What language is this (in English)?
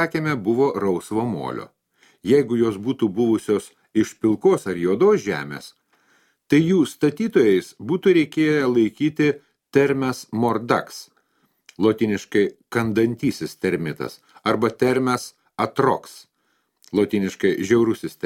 Lithuanian